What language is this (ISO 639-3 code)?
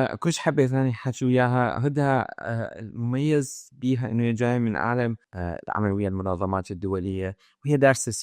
acm